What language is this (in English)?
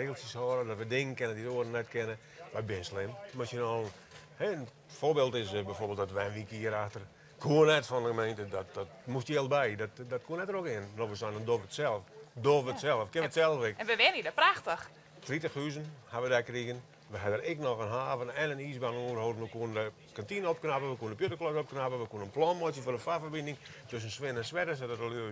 Western Frisian